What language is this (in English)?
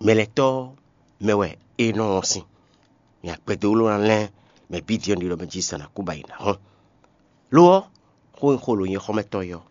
Fon